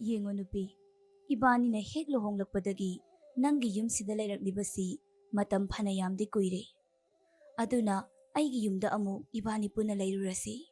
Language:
Manipuri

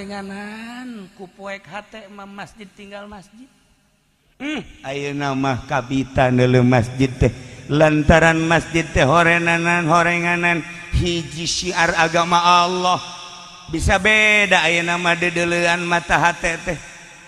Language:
Sundanese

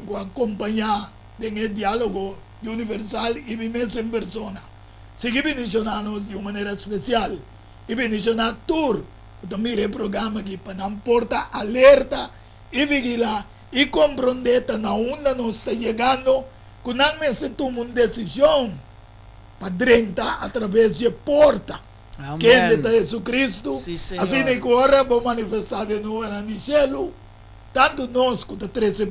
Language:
Papiamento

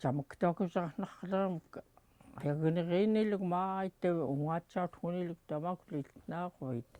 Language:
Central Yupik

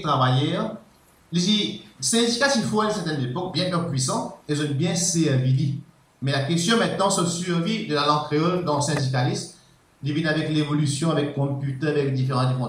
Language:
Morisyen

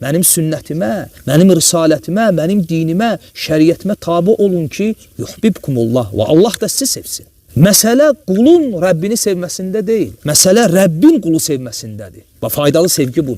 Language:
Azerbaijani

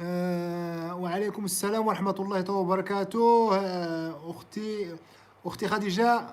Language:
Moroccan Arabic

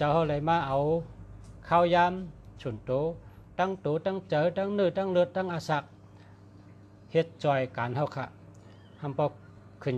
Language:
Shan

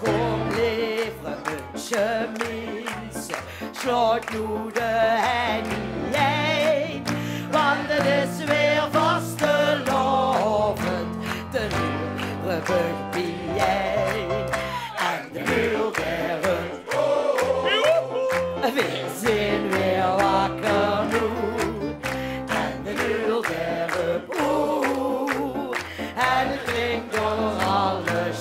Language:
Limburgish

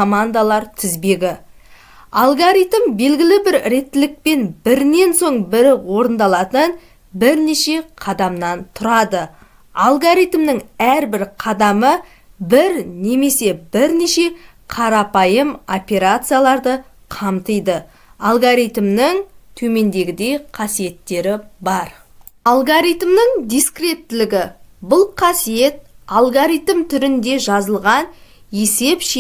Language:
Kazakh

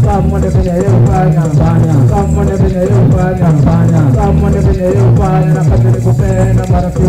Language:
Swahili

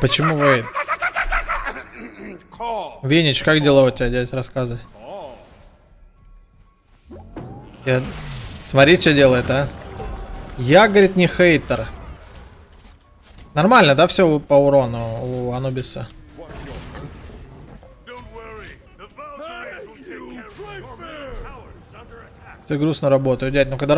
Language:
Russian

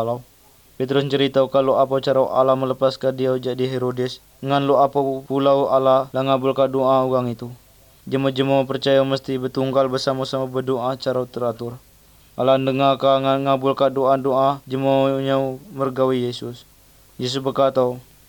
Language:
Malay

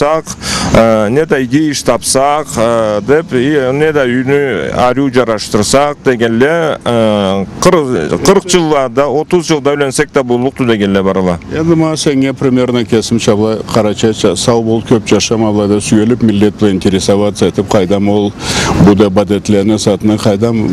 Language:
Karachay-Balkar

